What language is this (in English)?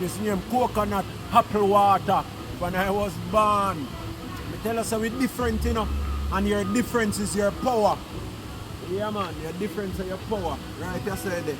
Jamaican Creole English